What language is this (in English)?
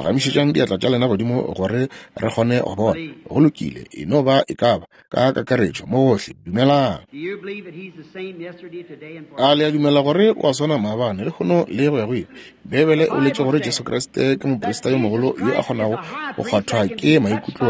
Northern Sotho